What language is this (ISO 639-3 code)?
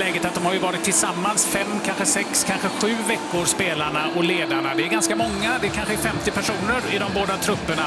swe